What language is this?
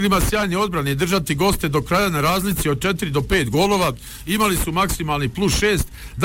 Bosnian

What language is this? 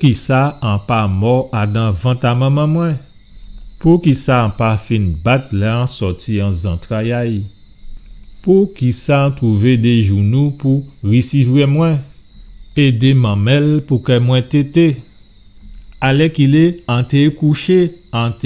Guadeloupean Creole French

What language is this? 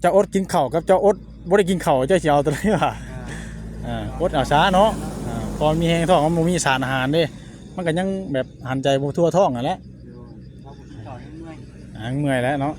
Northeastern Thai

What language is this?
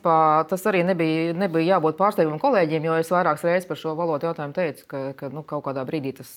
Latvian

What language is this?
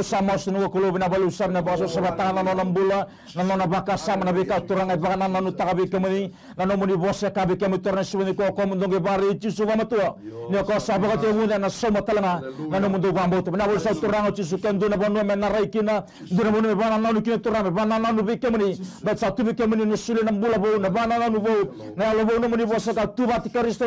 Fijian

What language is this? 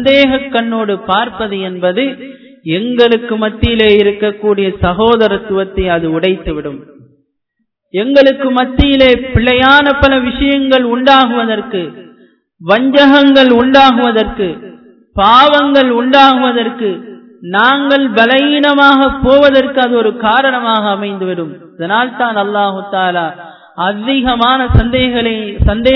Tamil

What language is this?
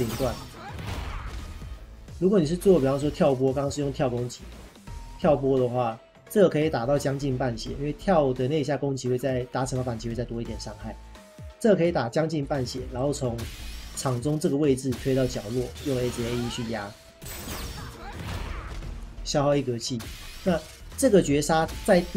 Chinese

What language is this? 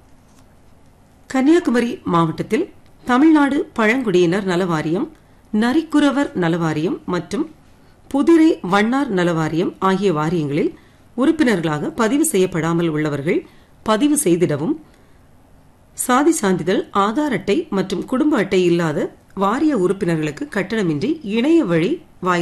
Tamil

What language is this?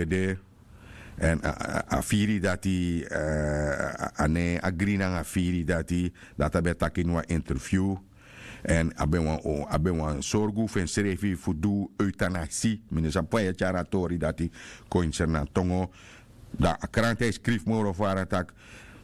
Sranan Tongo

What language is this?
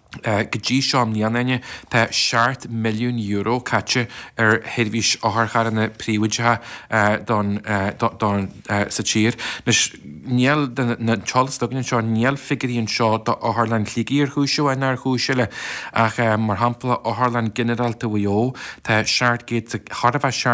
Irish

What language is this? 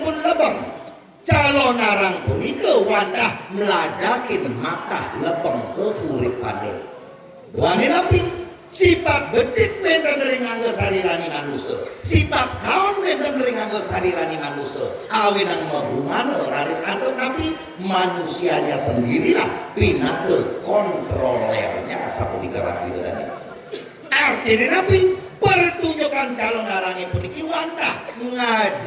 Balinese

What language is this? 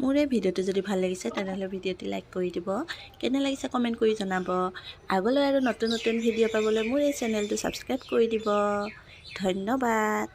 Assamese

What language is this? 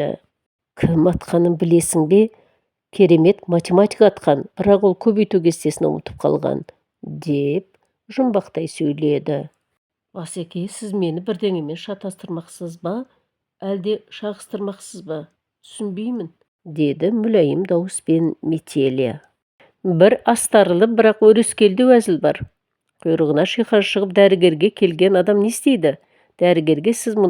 Kazakh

